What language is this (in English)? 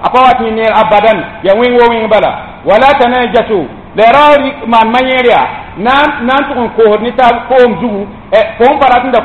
Mossi